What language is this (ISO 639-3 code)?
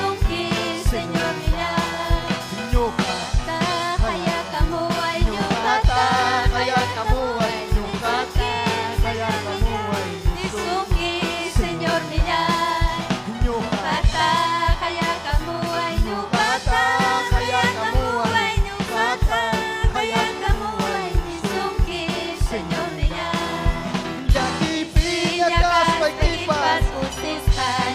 quy